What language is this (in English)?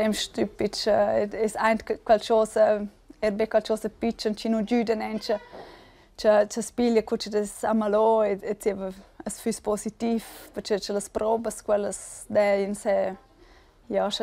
Romansh